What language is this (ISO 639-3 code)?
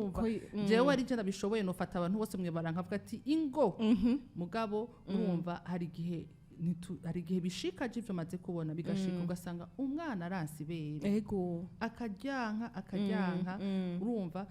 run